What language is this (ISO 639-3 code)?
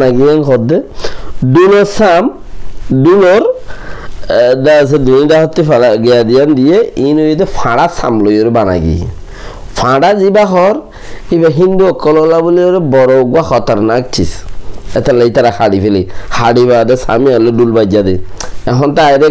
rhg